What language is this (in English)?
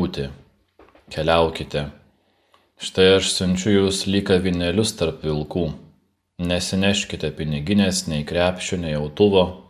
Lithuanian